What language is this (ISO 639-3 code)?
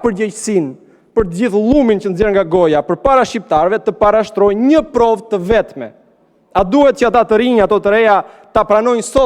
sqi